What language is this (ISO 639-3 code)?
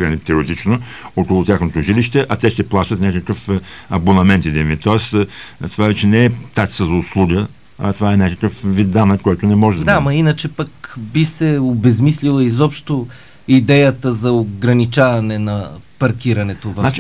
bul